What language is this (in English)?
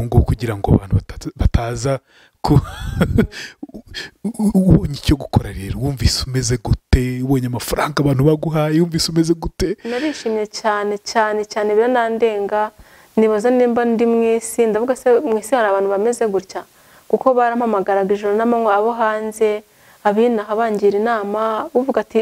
Kinyarwanda